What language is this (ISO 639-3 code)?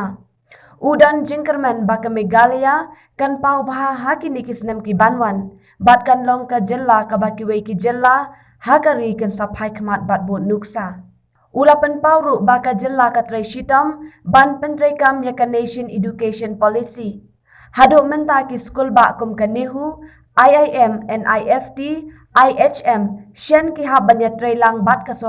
kha